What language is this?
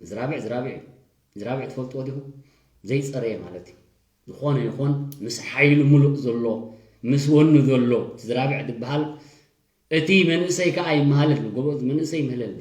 Tigrinya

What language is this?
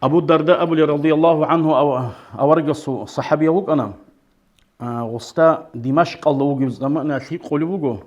Avaric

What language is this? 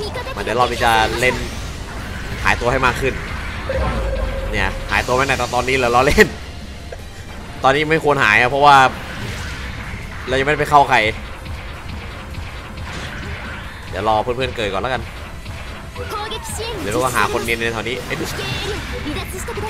Thai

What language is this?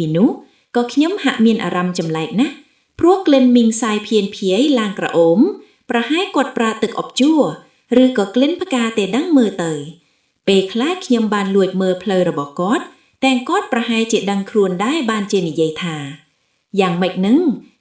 Khmer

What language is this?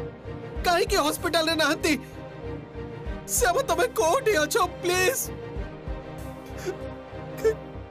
Odia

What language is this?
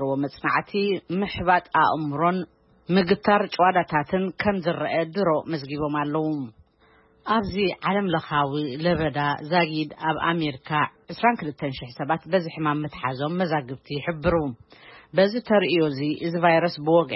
Tigrinya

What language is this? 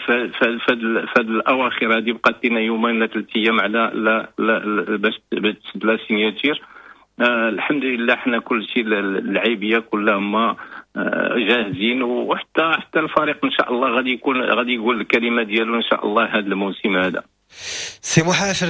Moroccan Arabic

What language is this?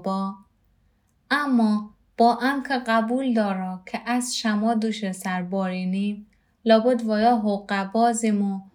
Gilaki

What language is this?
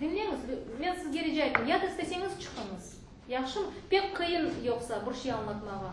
Crimean Tatar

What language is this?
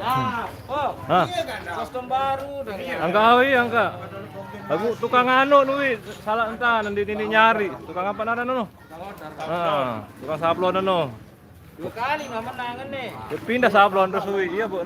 Sasak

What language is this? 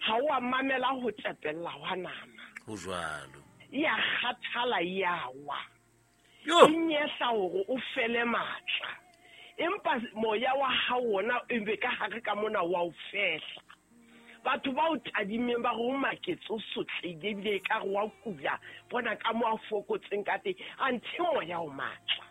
Southern Sotho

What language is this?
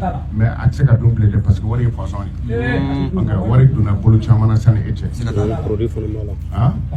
Bambara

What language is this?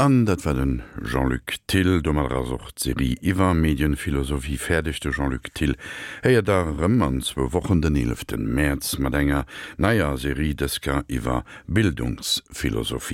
Luxembourgish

